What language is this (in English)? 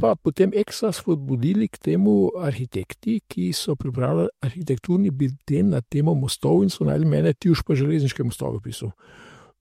Slovenian